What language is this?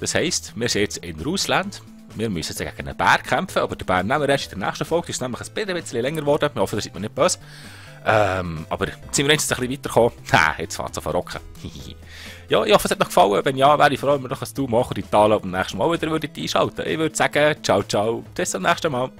Swiss German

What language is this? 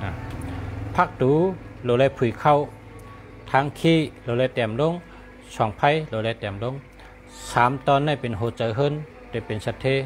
Shan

